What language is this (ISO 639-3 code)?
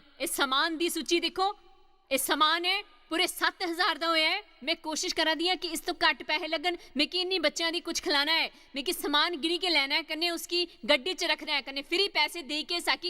doi